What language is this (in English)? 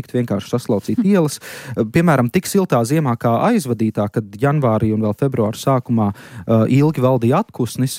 Latvian